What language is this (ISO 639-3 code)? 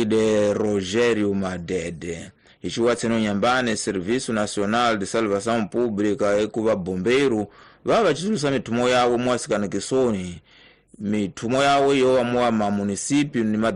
tso